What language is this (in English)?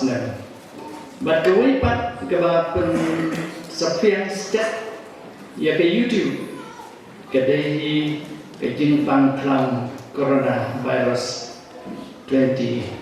Khasi